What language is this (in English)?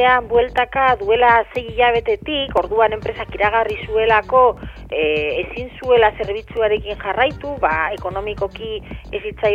Basque